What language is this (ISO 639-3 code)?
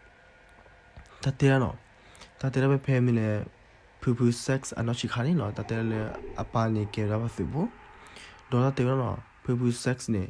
ksw